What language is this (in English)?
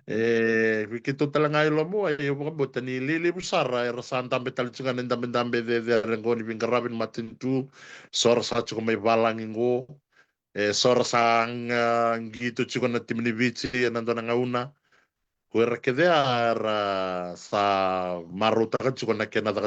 Fijian